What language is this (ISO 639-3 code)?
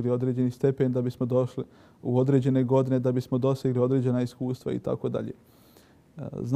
bos